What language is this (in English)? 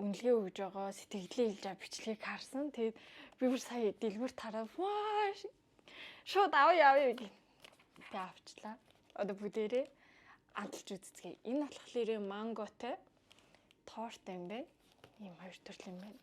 Mongolian